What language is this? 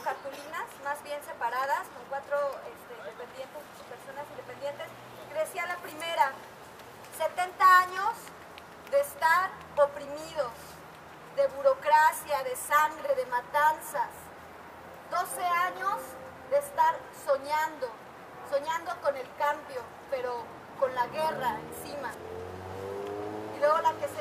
Spanish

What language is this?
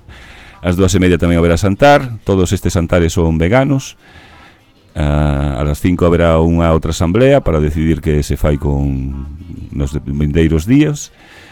Galician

